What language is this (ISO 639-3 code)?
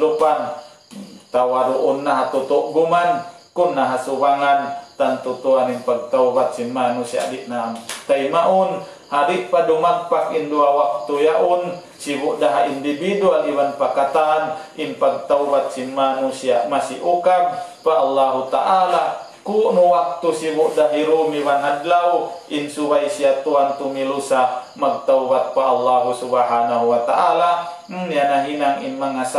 tsg